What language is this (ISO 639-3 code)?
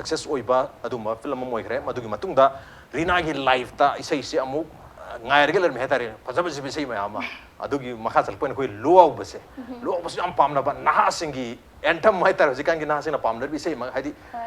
mni